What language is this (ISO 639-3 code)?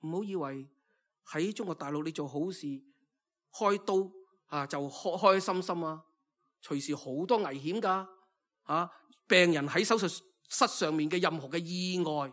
yue